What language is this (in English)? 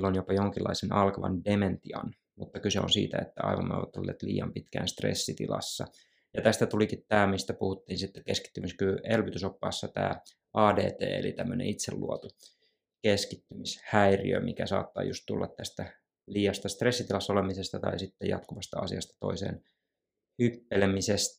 Finnish